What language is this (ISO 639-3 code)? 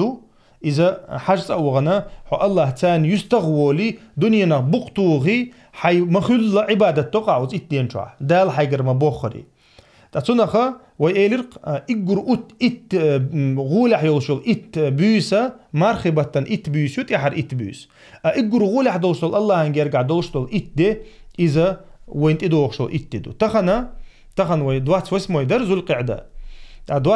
che